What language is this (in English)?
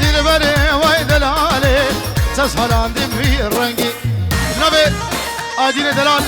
Kurdish